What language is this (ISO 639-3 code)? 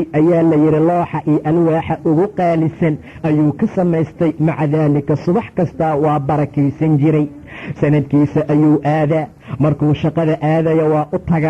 som